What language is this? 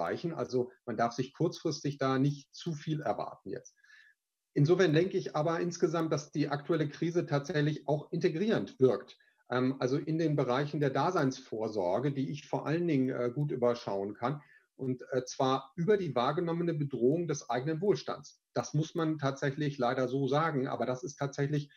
German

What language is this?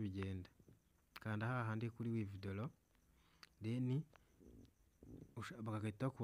Kinyarwanda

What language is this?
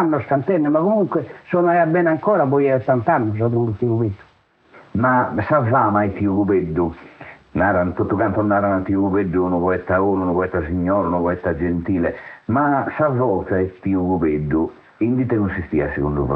Sardinian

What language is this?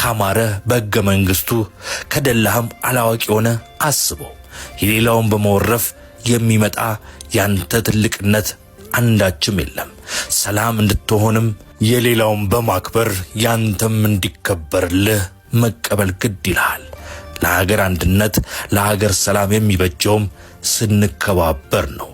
Amharic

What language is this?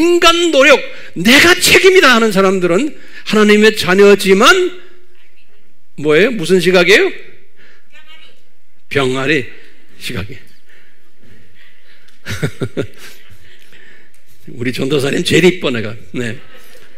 Korean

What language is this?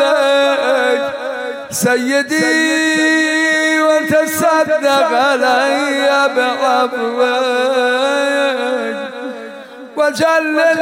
Persian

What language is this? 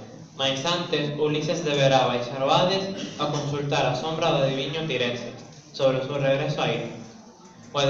Galician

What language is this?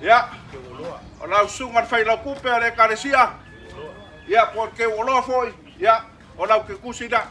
Samoan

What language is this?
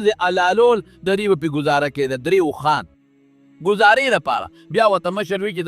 Pashto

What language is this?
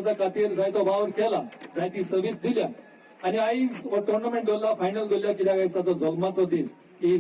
Konkani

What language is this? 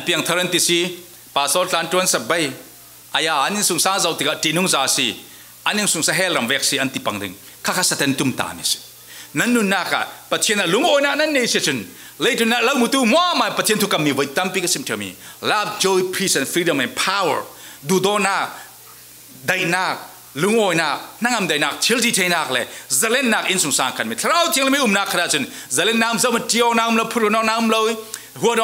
Falam Chin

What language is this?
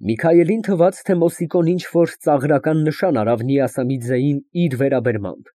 Armenian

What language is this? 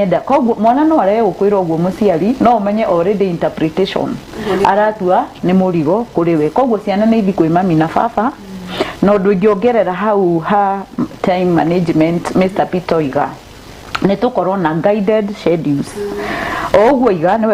Kikuyu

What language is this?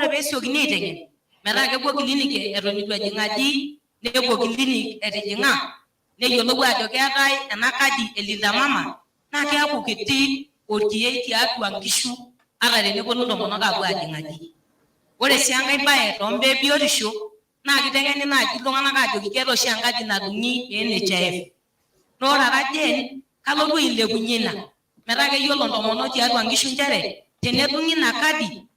Masai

